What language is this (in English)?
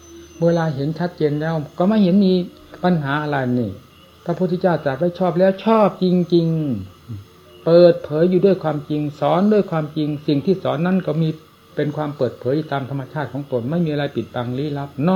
Thai